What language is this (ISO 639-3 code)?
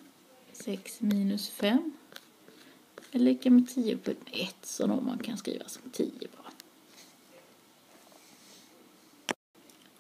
swe